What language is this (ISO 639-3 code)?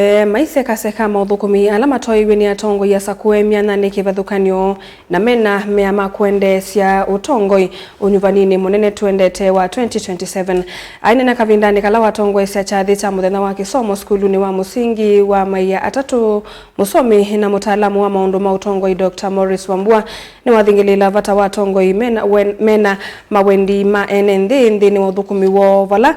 kam